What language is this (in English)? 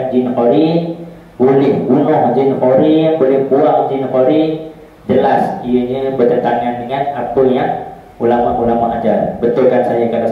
Malay